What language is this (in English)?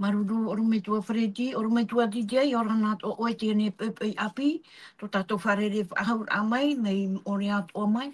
Tahitian